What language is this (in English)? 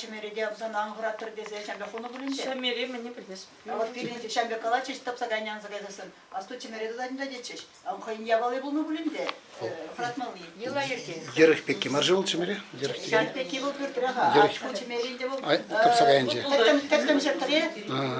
Chuvash